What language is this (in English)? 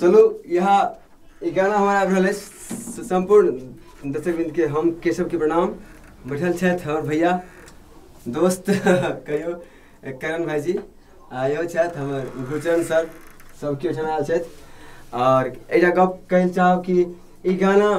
Maithili